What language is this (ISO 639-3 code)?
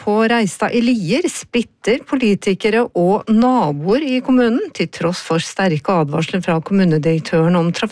nor